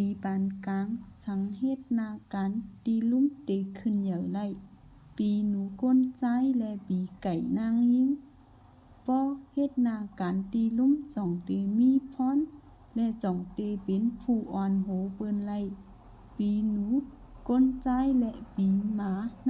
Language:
Shan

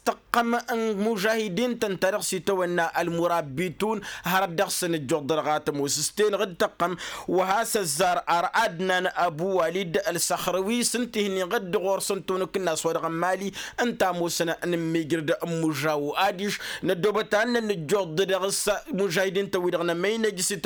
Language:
Tamasheq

